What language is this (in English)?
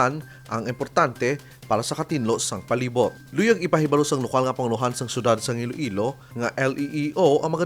Hiligaynon